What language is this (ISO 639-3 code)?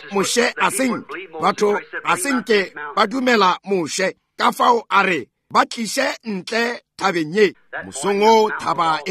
nso